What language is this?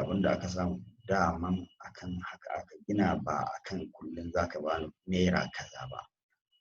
Hausa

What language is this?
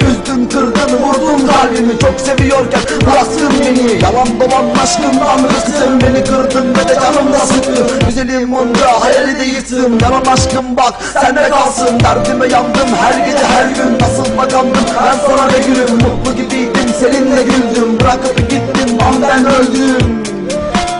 Turkish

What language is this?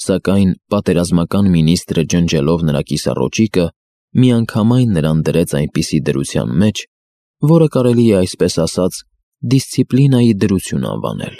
Armenian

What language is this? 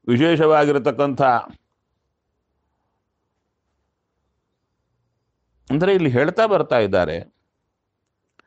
Kannada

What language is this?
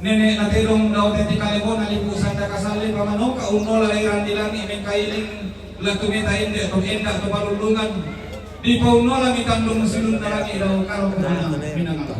Toraja-Sa'dan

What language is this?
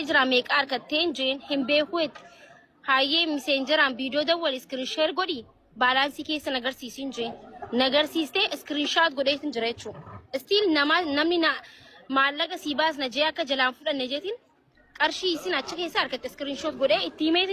Oromo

